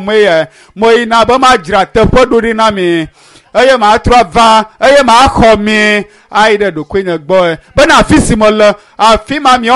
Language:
Ewe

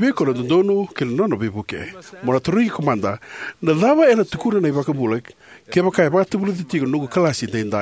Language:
Fijian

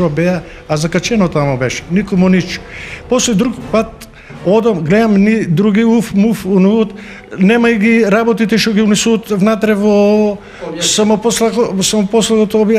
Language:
Macedonian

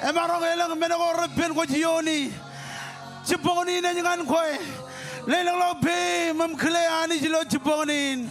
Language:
Marshallese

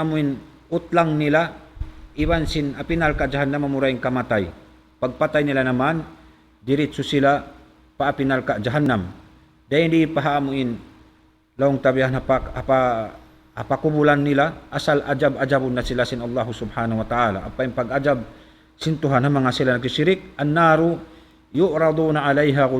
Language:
Tausug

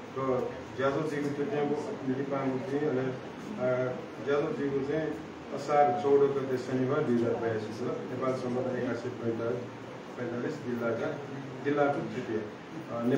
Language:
Newari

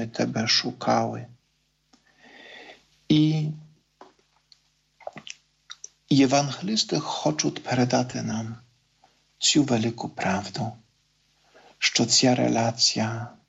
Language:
Ukrainian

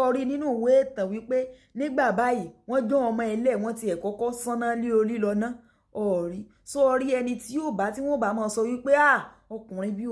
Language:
Yoruba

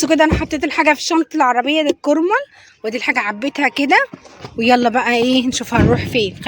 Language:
Egyptian Arabic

